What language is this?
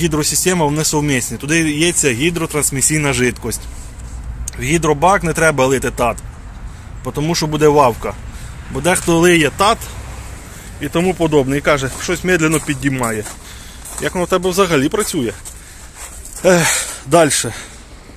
Ukrainian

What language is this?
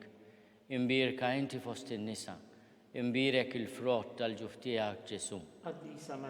Maltese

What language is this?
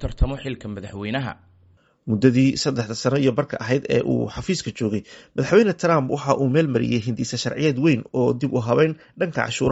Somali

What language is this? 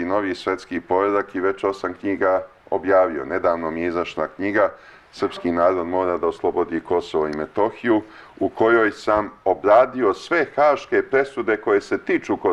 Serbian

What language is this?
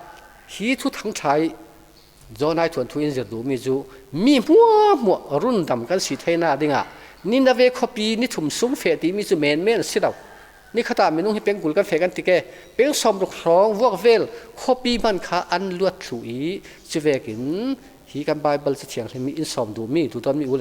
Falam Chin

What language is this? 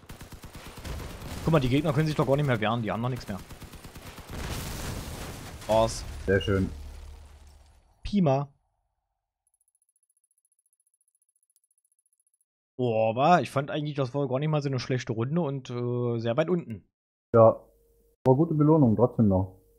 German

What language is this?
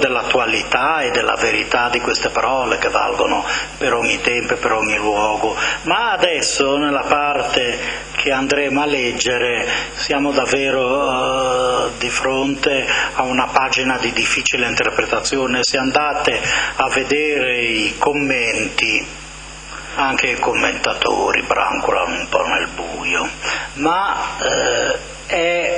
Italian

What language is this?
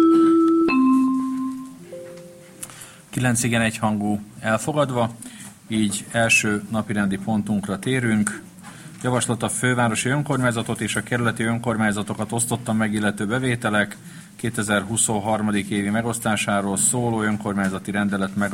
Hungarian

